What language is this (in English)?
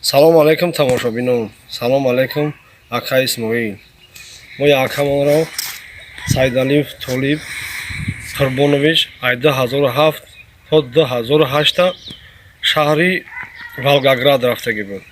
Tajik